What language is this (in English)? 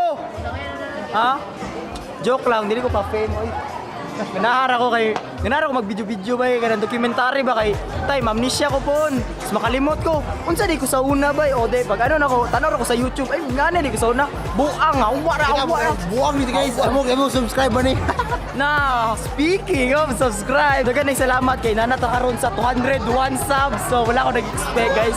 Cebuano